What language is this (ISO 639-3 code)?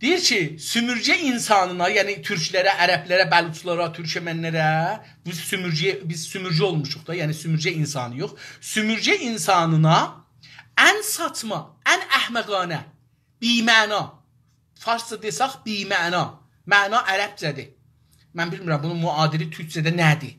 azb